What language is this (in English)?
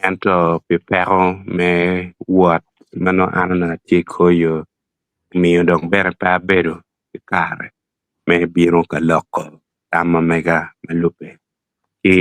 Acoli